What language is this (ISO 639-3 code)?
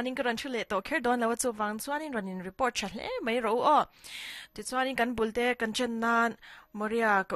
lus